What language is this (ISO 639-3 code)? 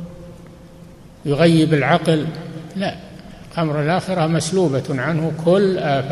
ara